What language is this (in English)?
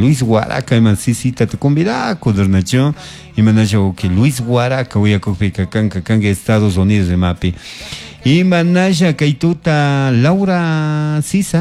Chimborazo Highland Quichua